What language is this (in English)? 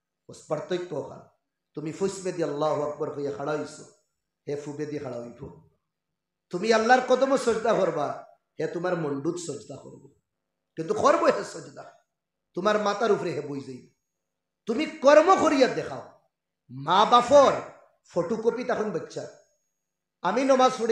Sylheti